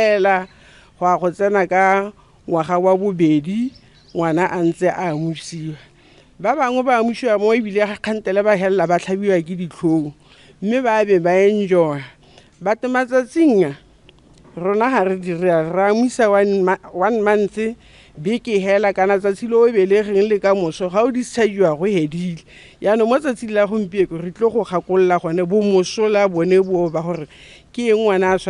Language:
Tswana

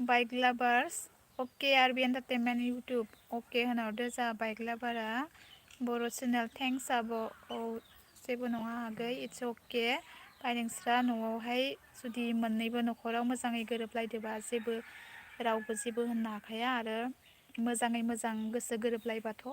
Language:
Bodo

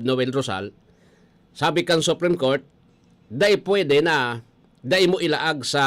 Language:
Bikol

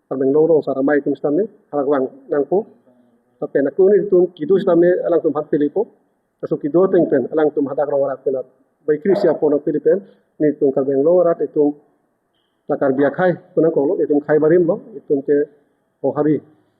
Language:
Karbi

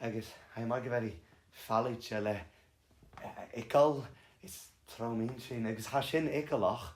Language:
Scottish Gaelic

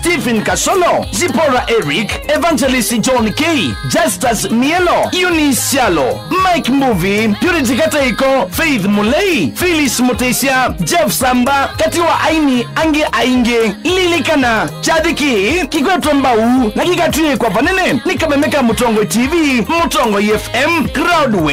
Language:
Kamba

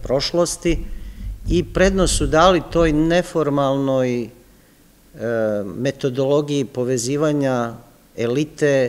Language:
Serbian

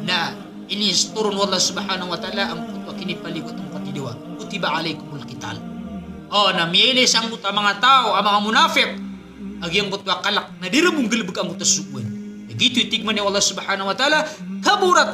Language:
Maranao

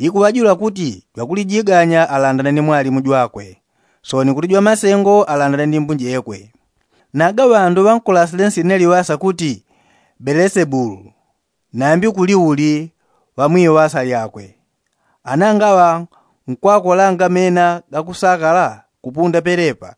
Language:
Yao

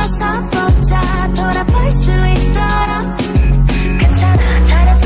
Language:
Korean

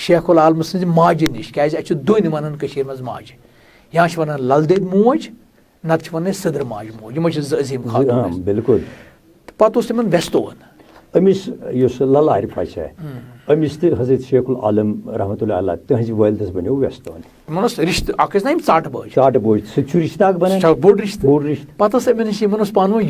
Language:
Kashmiri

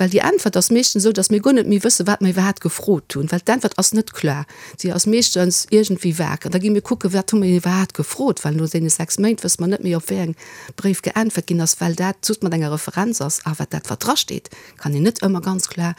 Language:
Luxembourgish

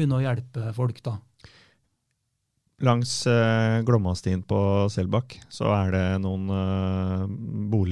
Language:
Norwegian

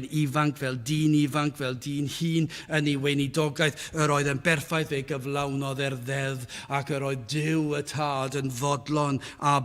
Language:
Welsh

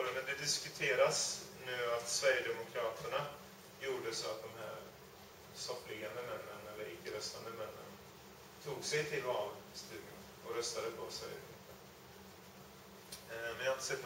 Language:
Swedish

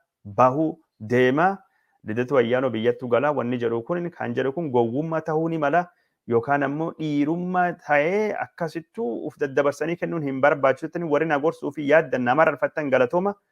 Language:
Oromo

